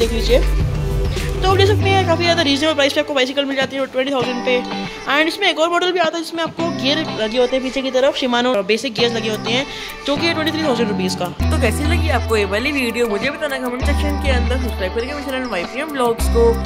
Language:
Hindi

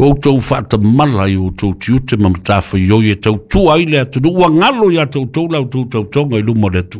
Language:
Samoan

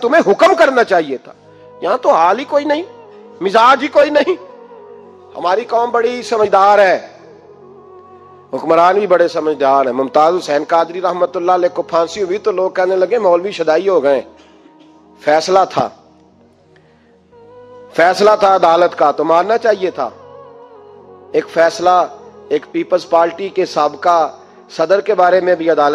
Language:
Urdu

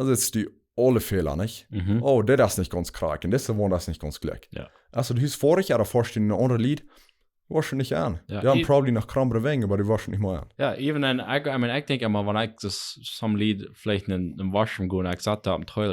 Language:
Plautdietsch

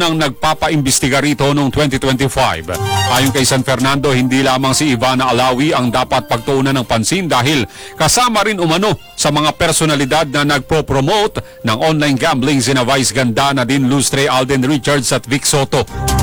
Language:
Filipino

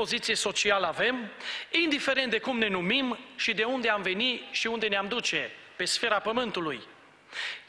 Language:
Romanian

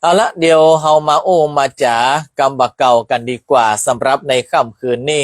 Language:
Northern Thai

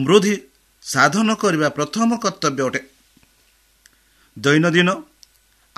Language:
Odia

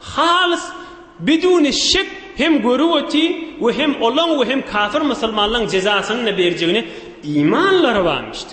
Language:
Turkmen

